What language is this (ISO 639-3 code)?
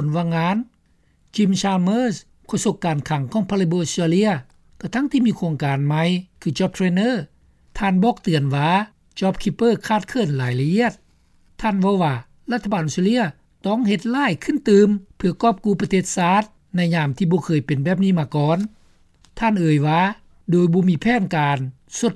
lao